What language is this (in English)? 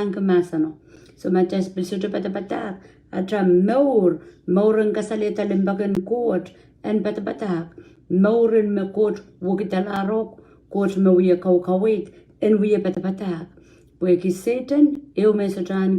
Pohnpeian